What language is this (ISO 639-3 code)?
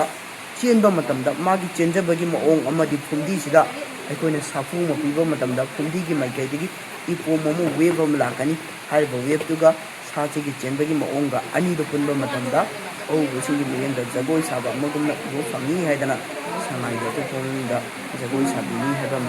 mni